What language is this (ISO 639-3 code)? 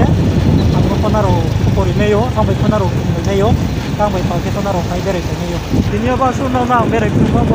ria